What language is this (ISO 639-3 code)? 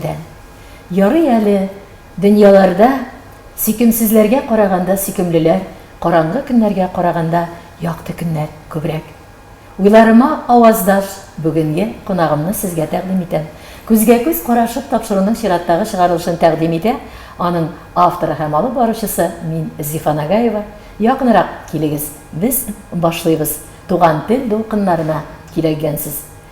tat